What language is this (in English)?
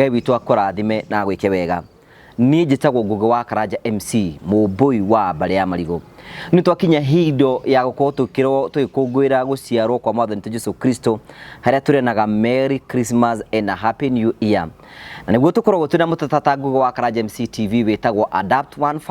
Kikuyu